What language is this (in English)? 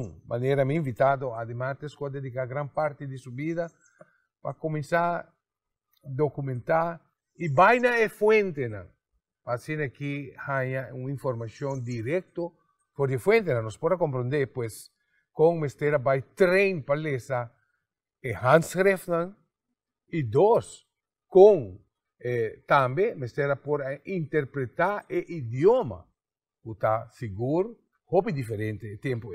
Papiamento